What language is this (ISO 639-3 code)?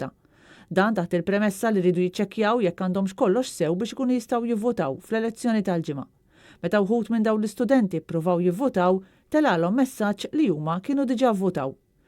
mlt